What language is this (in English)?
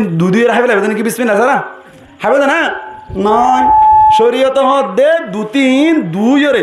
Rohingya